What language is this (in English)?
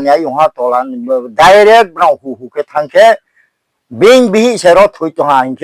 Riang (India)